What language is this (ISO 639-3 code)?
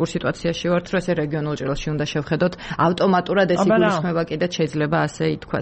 kat